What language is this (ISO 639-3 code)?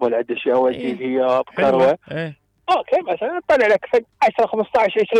acm